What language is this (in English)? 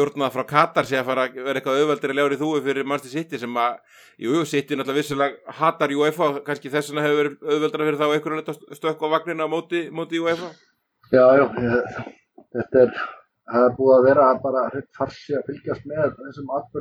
Icelandic